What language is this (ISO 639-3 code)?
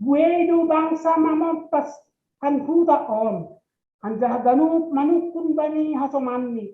bts